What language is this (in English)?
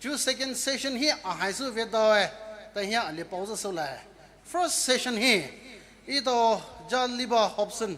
Poumei Naga